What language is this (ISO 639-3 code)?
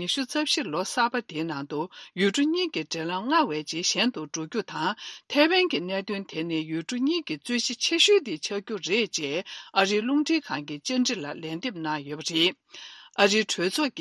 bod